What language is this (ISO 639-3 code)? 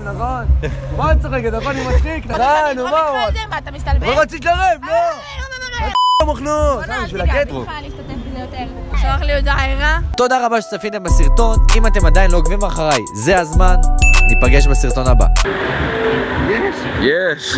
heb